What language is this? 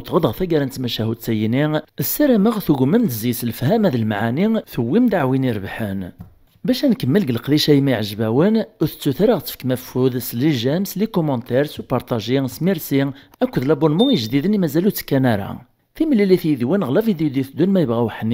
Kabyle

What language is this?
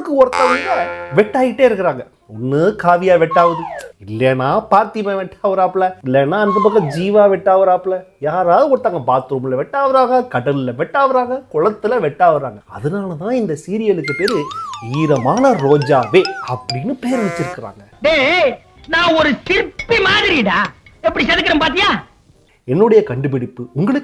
Tamil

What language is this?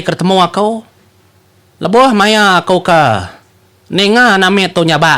Iban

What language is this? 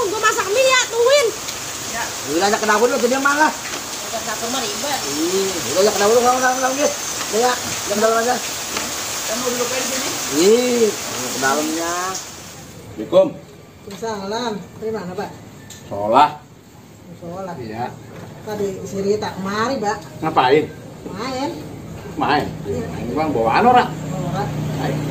Betawi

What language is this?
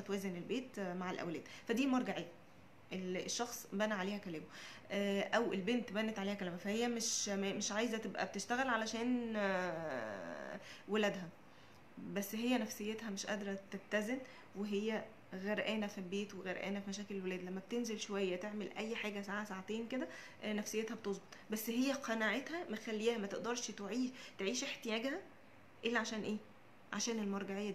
Egyptian Arabic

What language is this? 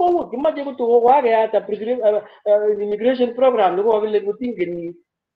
Kalenjin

